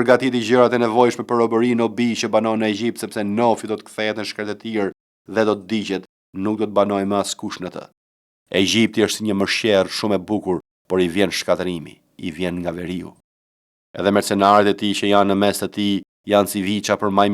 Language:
Albanian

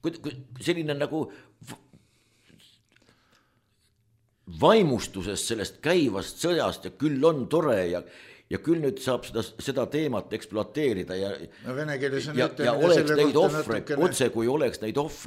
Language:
Estonian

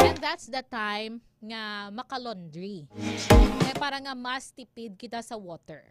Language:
Hiligaynon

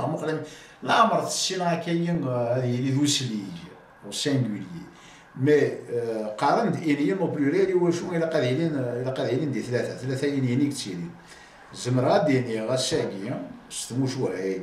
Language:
Kabyle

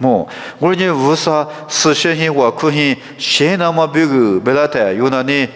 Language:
Lisu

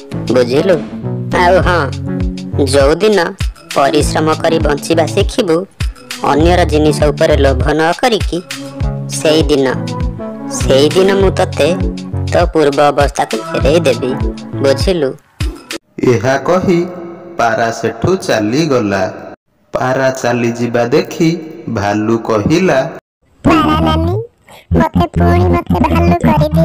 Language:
Odia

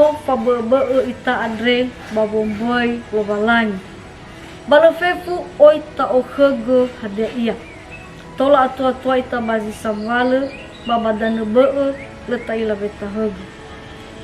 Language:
Nias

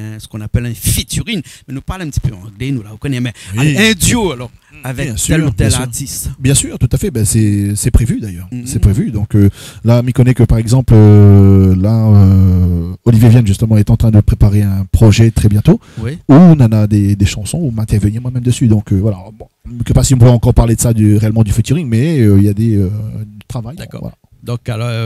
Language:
Réunion Creole French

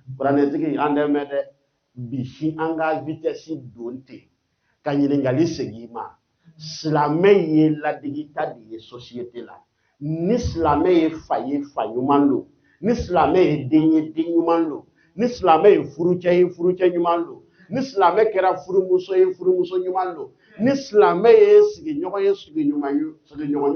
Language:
Bambara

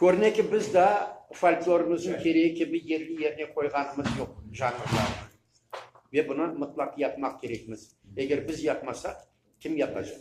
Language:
Crimean Tatar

